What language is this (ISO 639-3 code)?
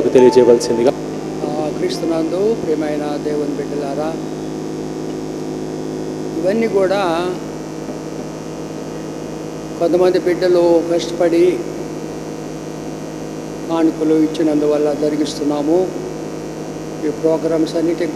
tel